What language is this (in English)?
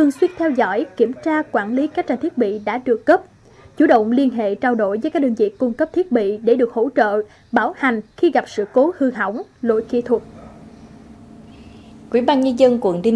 Vietnamese